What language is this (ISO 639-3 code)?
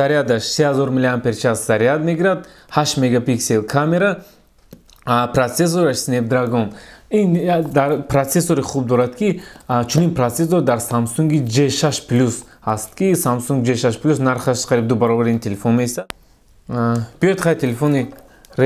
tgk